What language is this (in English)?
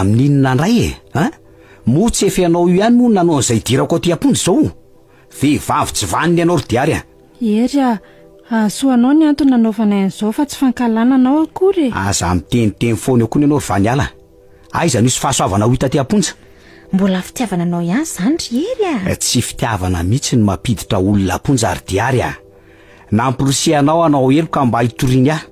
Malagasy